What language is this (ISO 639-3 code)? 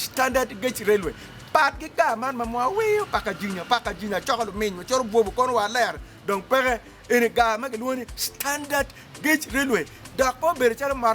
ach